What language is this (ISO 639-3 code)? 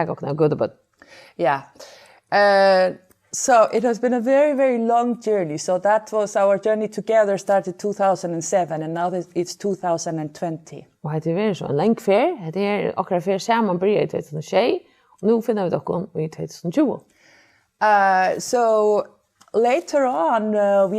fao